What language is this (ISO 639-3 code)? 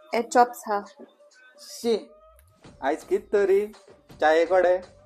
kok